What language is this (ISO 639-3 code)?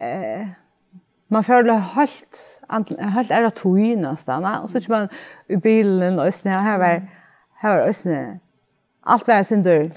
fao